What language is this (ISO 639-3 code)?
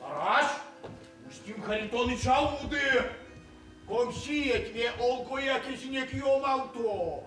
myv